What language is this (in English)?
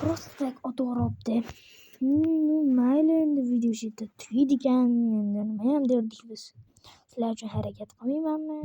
Uzbek